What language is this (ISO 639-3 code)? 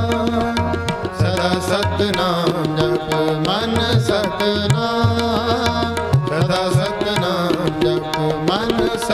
pan